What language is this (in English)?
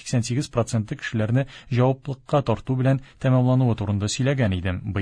Tatar